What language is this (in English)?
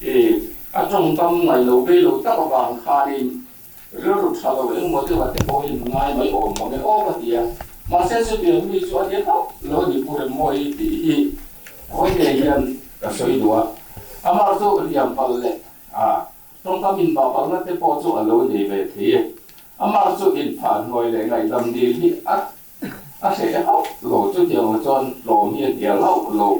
Mizo